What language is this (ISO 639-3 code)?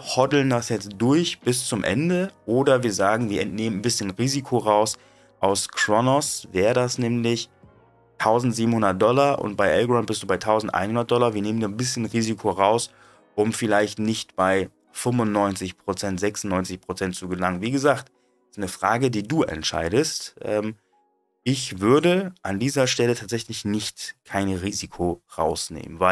deu